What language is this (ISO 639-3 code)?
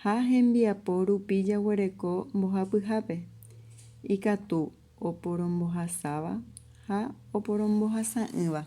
grn